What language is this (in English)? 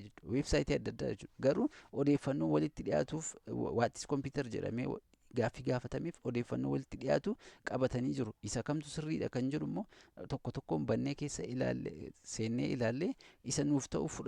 Oromo